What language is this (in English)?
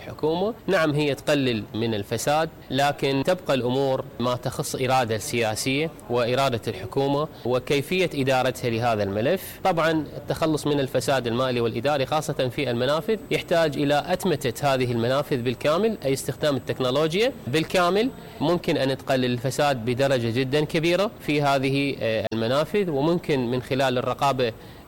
Mesopotamian Arabic